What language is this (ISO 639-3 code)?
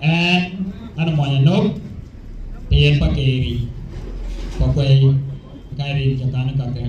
din